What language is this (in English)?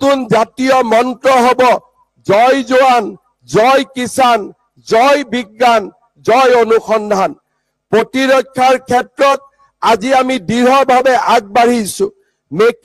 Assamese